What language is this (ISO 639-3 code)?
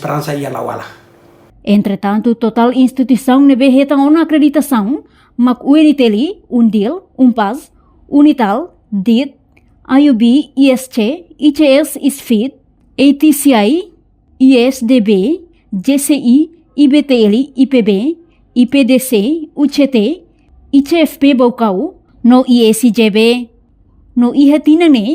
tet